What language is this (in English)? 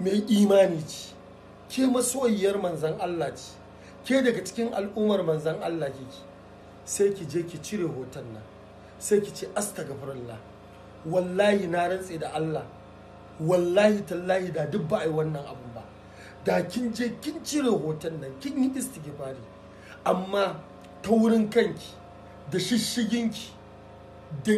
Hausa